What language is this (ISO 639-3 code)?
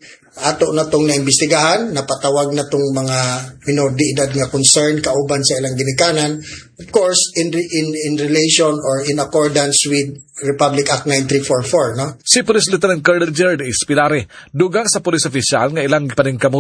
ceb